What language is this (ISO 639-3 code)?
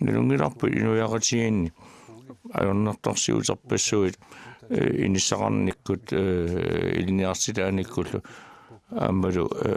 kal